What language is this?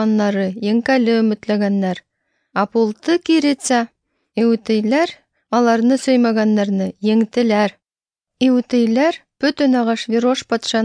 Tatar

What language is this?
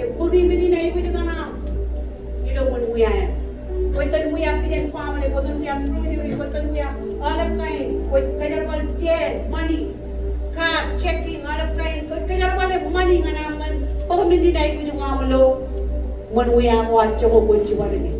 Marshallese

